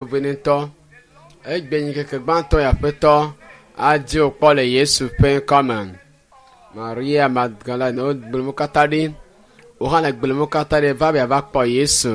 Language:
Ewe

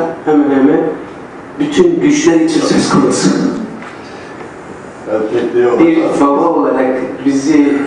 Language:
Turkish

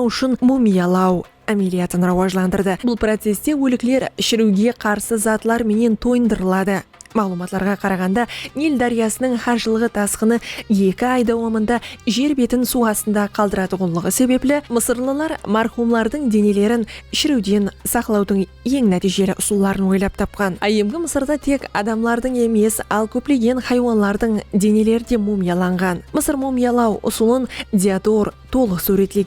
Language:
Kara-Kalpak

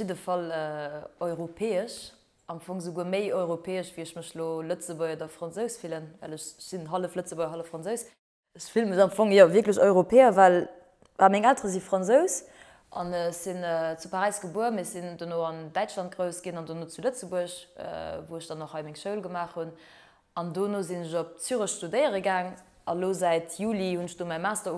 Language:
Luxembourgish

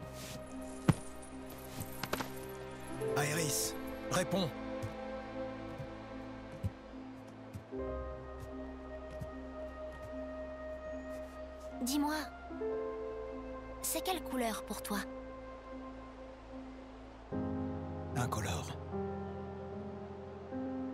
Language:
French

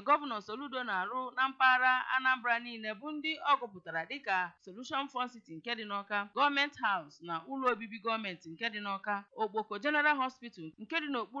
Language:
Igbo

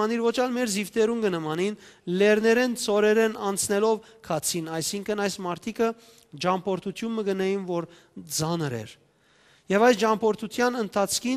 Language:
Western Armenian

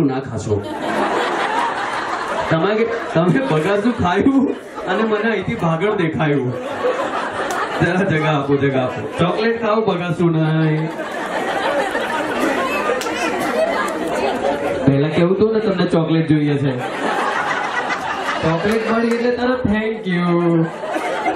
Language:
Gujarati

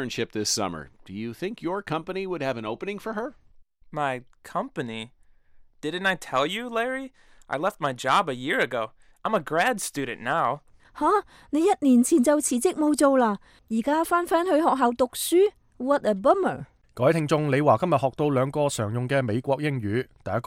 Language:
Cantonese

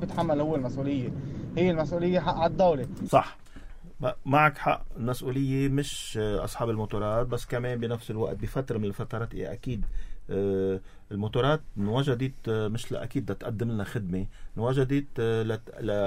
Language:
North Levantine Arabic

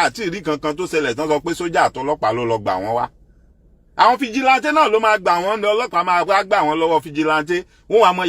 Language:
Yoruba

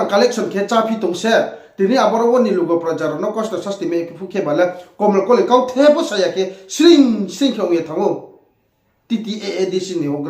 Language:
Riang (India)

